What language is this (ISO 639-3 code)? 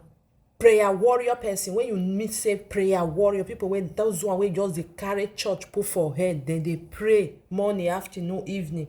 pcm